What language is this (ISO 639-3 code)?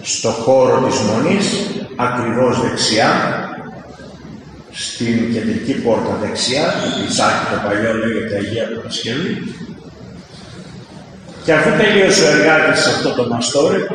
ell